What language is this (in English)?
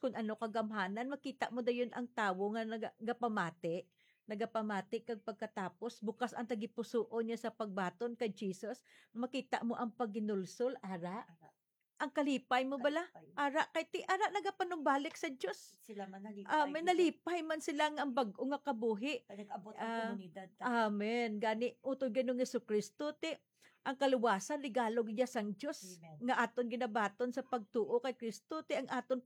Hiligaynon